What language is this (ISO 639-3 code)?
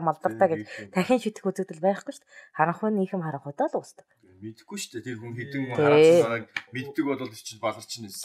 mon